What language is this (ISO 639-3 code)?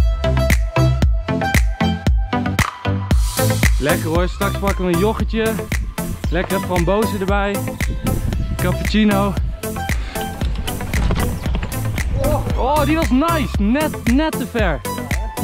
nld